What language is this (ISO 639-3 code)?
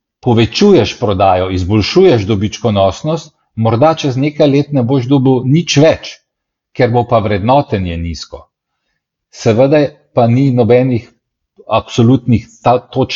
slv